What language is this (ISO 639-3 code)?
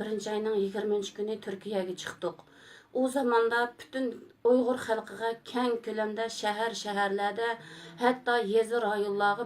uig